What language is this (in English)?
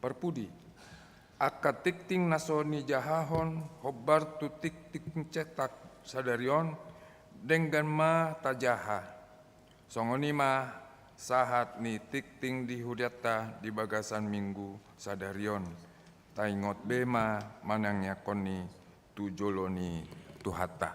Batak Toba